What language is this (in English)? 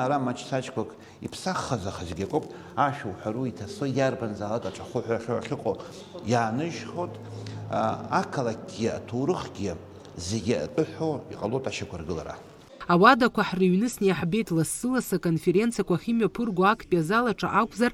Abkhazian